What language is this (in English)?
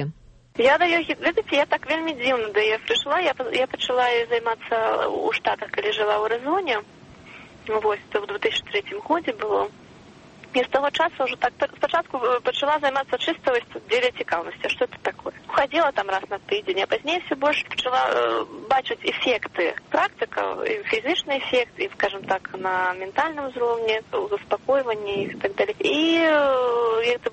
Belarusian